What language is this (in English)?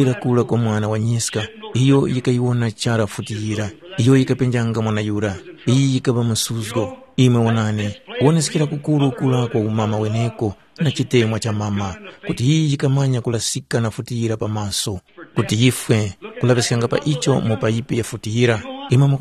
Tumbuka